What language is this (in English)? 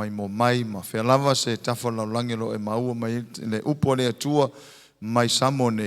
Samoan